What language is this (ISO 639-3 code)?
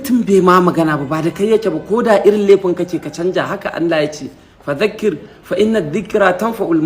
hau